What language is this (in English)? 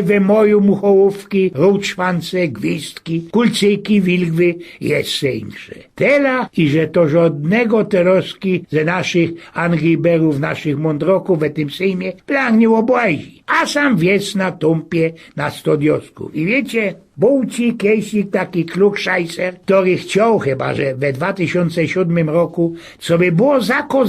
Silesian